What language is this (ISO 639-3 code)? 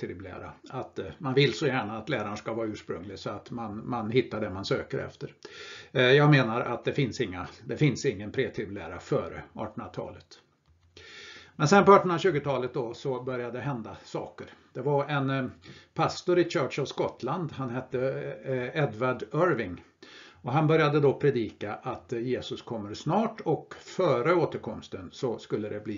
swe